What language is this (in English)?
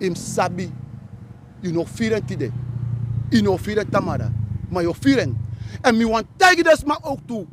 Sranan Tongo